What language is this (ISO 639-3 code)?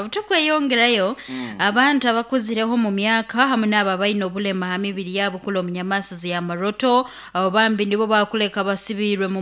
nyo